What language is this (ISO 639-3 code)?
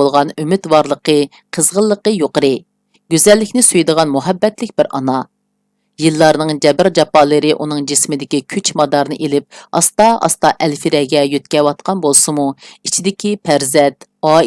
uig